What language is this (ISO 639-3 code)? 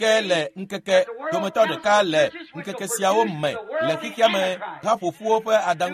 ewe